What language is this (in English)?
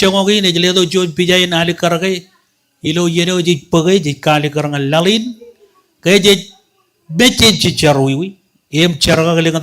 Marshallese